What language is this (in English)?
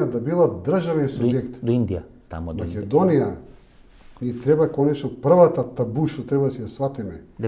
Macedonian